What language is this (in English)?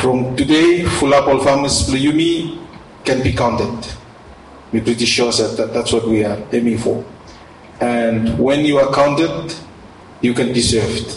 Bislama